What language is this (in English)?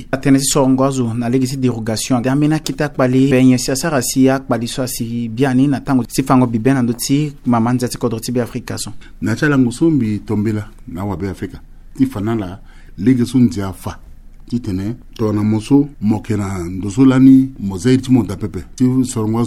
Sango